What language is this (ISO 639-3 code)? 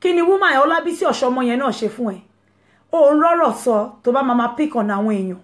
yor